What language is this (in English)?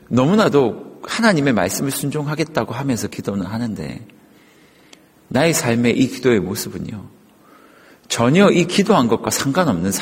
Korean